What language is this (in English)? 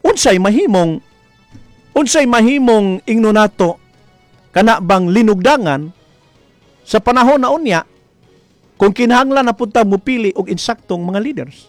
Cebuano